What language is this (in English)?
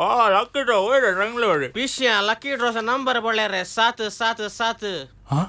Konkani